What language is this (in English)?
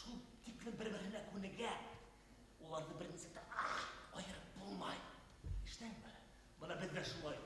Bashkir